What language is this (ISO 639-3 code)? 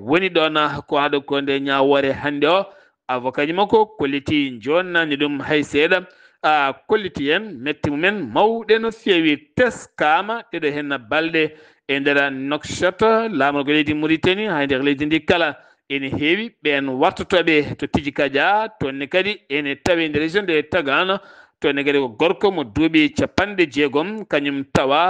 ful